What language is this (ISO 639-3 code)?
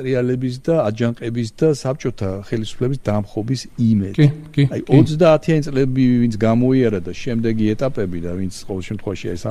kat